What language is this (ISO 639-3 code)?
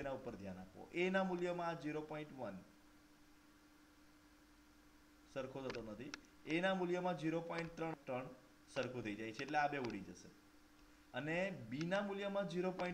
guj